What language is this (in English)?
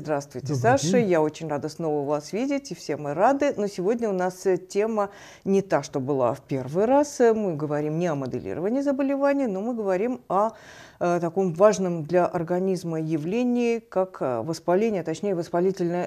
Russian